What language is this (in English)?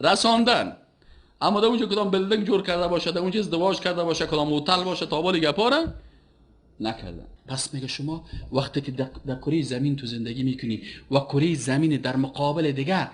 Persian